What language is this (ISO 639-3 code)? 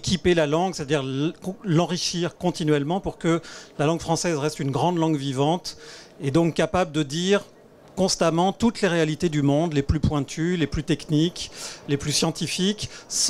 fra